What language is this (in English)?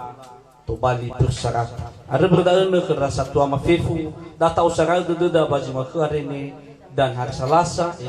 Nias